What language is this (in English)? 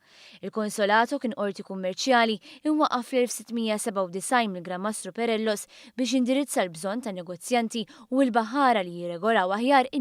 Maltese